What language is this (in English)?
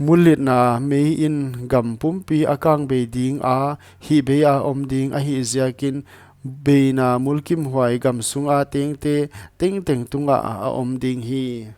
Paite Chin